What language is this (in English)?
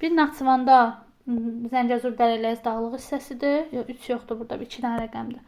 Azerbaijani